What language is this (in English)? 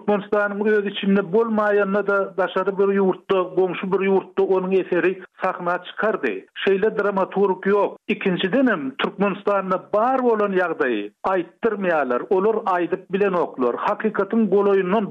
Turkmen